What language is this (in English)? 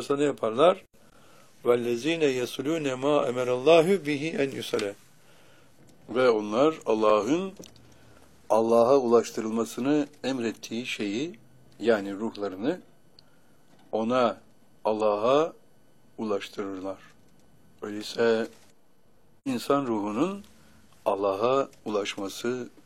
Turkish